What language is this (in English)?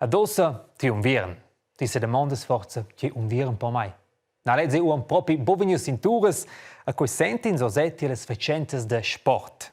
Romansh